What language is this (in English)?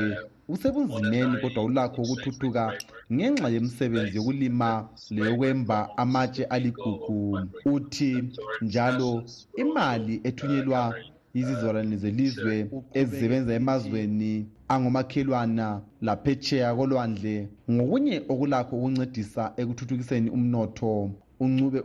North Ndebele